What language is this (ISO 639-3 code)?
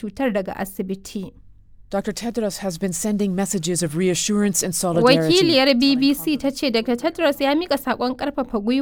hau